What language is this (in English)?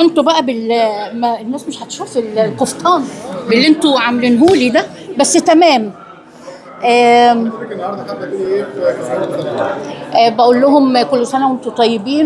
Egyptian Arabic